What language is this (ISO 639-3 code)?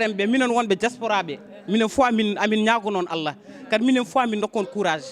ful